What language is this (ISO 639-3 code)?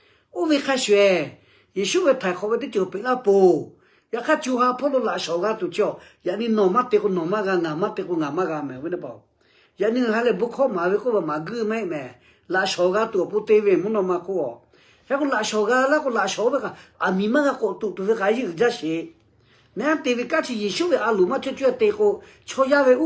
lhu